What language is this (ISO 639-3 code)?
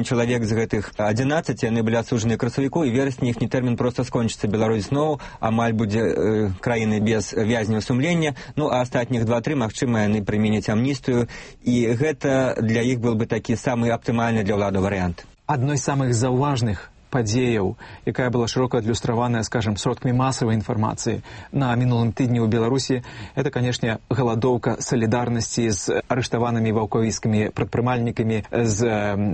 bel